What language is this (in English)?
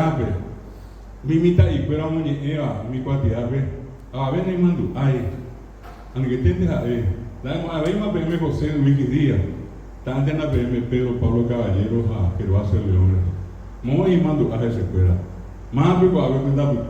Guarani